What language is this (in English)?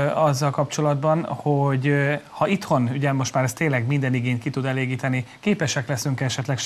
Hungarian